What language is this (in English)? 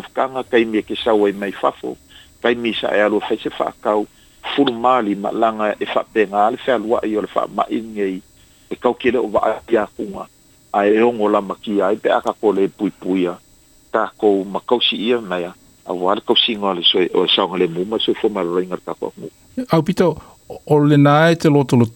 Samoan